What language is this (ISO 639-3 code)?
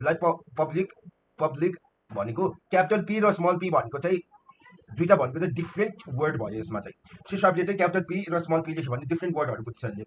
nep